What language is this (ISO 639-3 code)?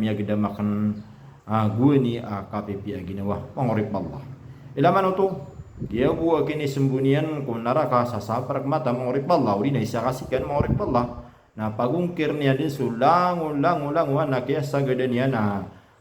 mrw